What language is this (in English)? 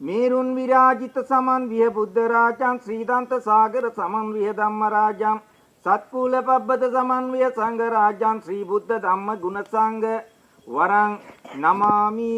Sinhala